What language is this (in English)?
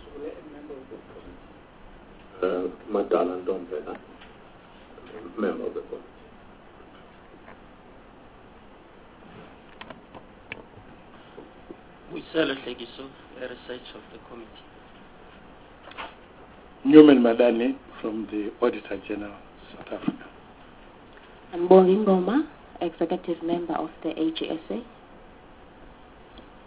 English